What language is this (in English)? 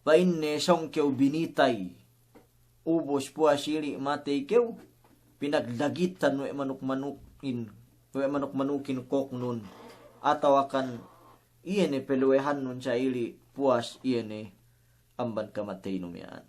Yakan